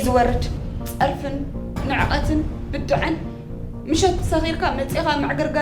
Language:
Tigrinya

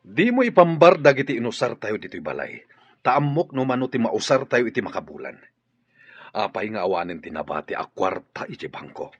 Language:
Iloko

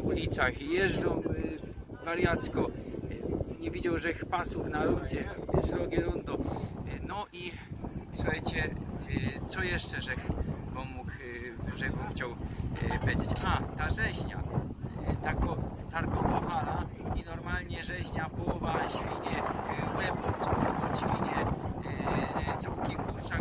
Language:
Silesian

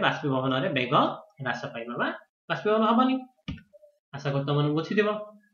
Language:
Odia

